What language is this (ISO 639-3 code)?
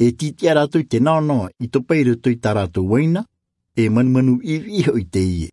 tah